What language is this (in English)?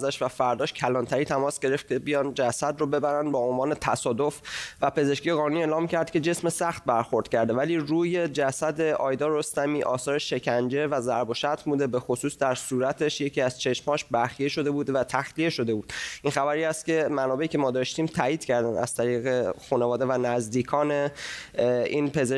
Persian